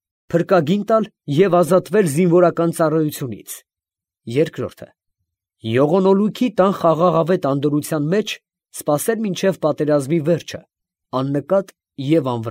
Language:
Armenian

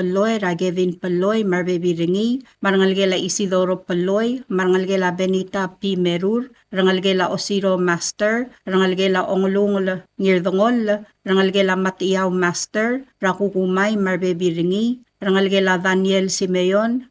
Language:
Palauan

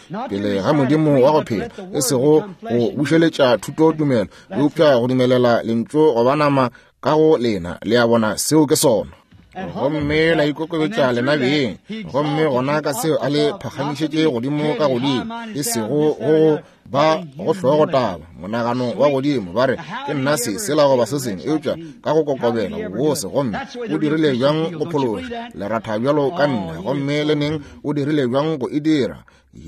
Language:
Northern Sotho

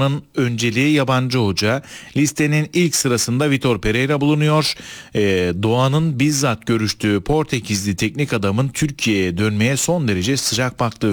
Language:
Turkish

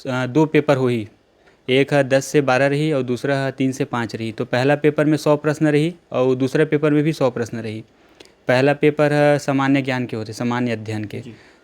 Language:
Chhattisgarhi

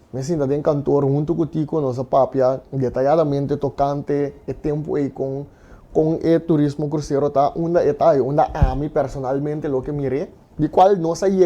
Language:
Papiamento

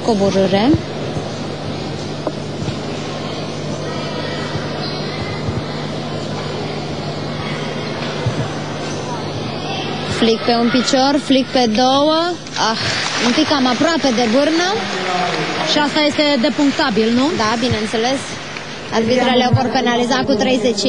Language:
Romanian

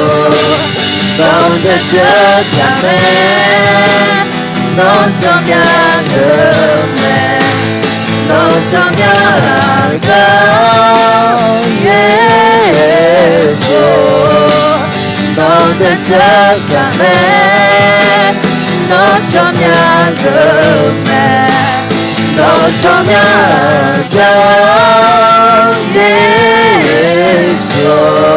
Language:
Akha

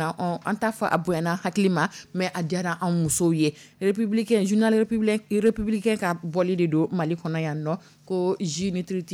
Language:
Dyula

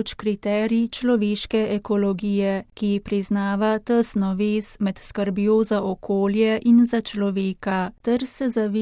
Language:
Slovenian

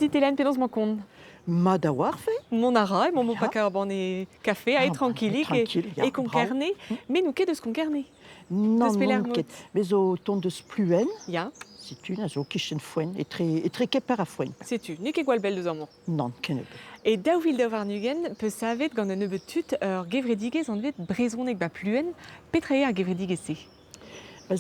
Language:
Breton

